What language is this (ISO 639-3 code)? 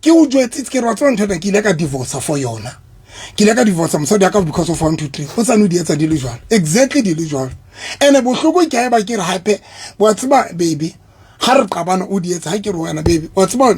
sot